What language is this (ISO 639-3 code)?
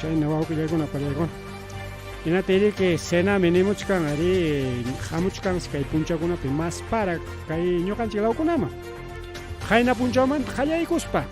quy